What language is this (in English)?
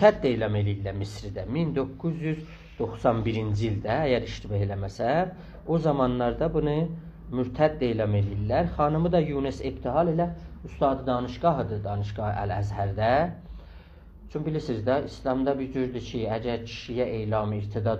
South Azerbaijani